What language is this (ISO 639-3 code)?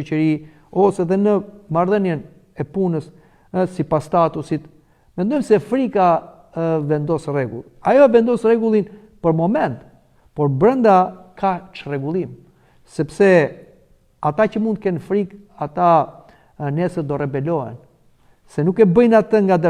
sqi